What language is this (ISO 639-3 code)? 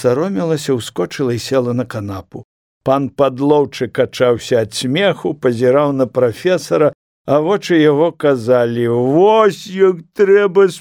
bel